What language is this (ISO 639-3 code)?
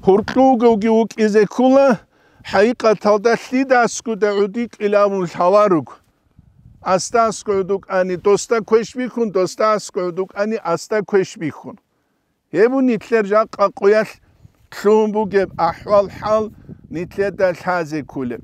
ava